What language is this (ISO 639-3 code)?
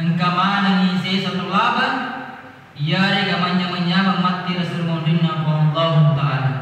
bug